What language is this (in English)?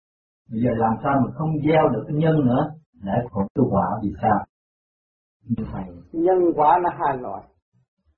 Vietnamese